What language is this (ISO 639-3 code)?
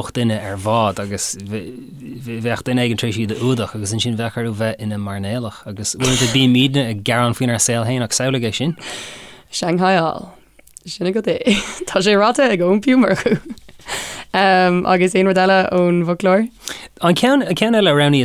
gle